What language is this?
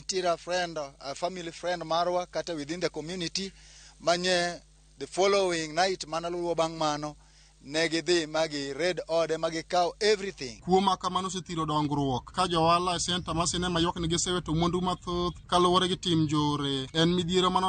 Luo (Kenya and Tanzania)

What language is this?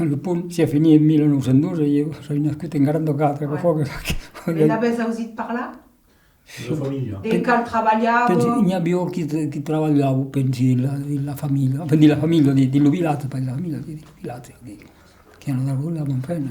Occitan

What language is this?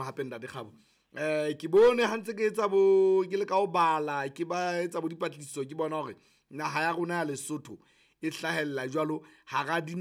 Southern Sotho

